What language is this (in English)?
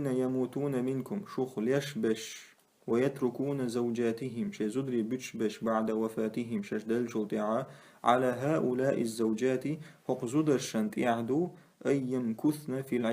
Chechen